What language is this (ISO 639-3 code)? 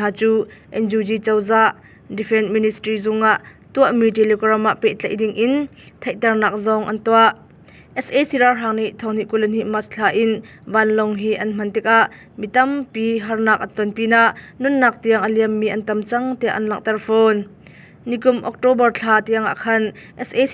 cnh